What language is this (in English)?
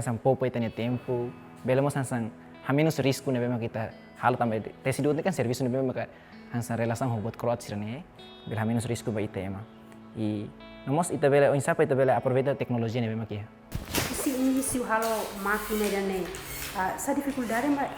Tetum